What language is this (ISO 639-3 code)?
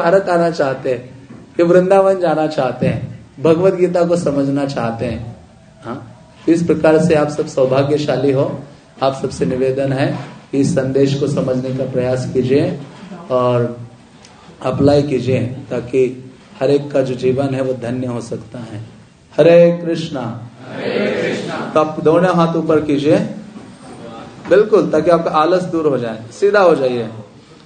hin